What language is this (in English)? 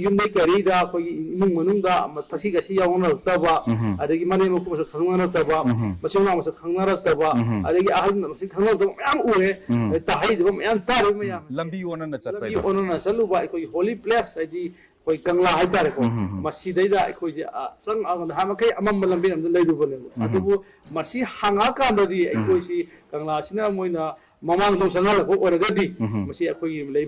Manipuri